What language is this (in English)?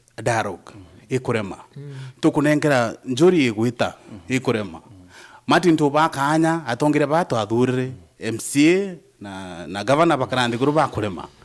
Meru